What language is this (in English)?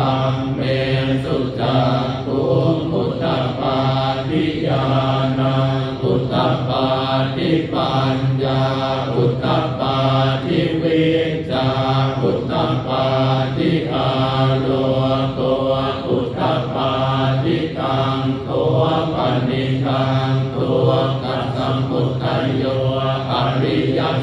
Pali